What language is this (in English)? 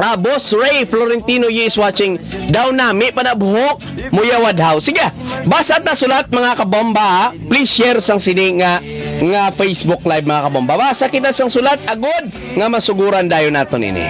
Hiligaynon